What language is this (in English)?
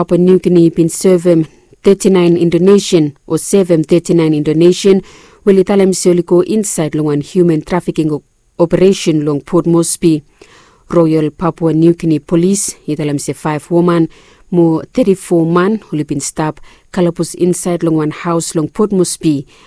Bislama